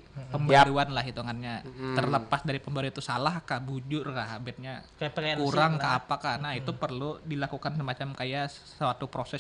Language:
Banjar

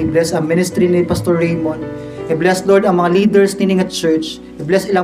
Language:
Cebuano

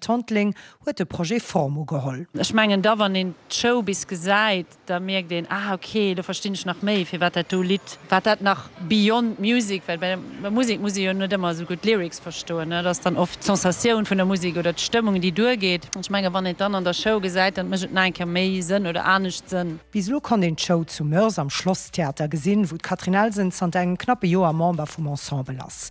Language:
Luxembourgish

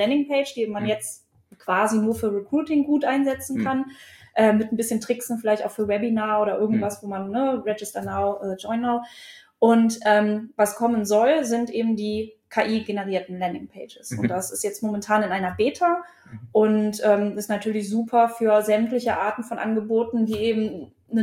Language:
German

